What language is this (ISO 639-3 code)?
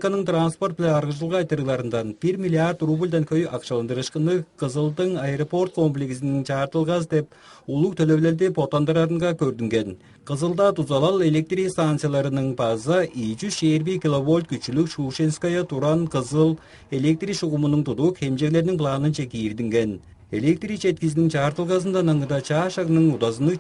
tyv